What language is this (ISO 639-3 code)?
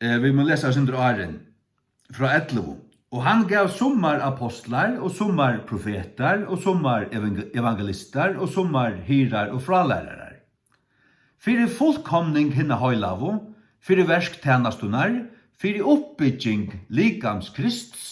fao